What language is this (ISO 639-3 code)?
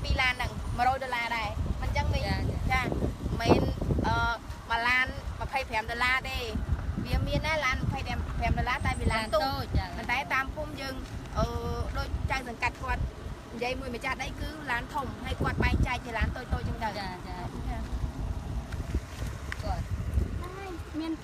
khm